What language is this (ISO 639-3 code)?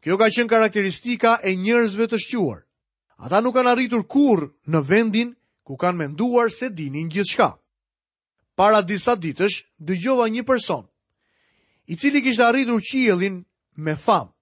sqi